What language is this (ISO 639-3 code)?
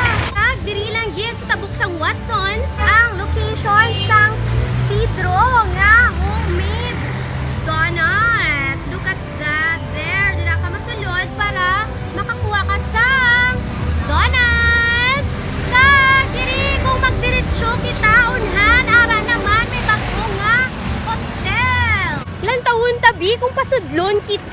hil